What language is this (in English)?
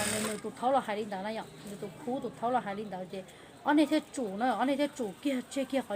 Hmong